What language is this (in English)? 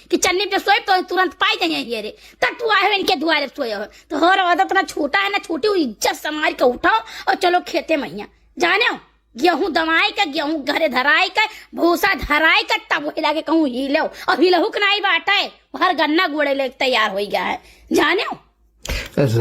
Awadhi